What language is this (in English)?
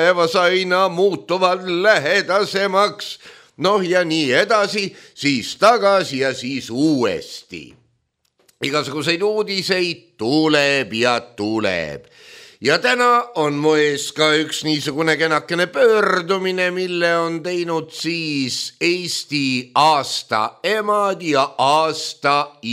Estonian